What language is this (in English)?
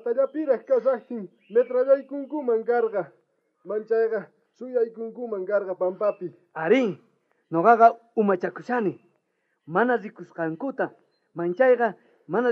South Bolivian Quechua